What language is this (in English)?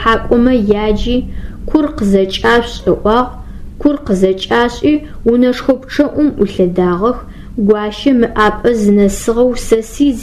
Adyghe